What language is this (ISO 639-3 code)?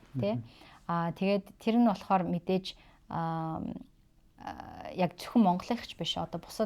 mon